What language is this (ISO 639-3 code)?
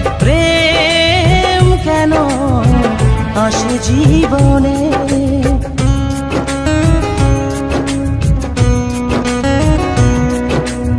ben